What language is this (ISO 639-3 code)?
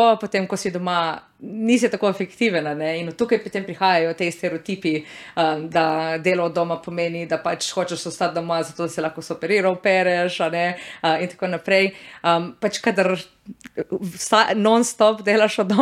slv